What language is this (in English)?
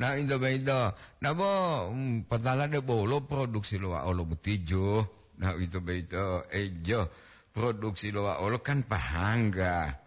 Gorontalo